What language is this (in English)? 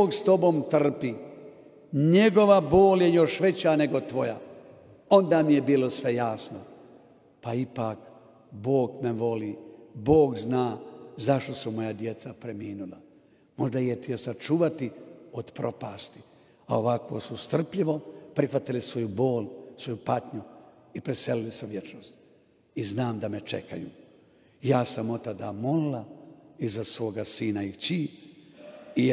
Croatian